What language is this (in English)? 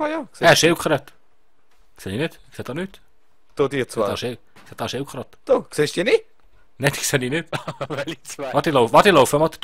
Swiss German